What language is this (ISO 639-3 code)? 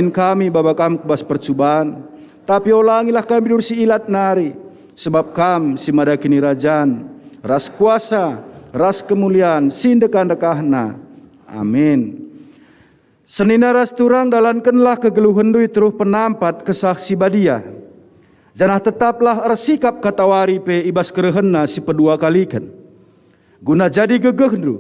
btx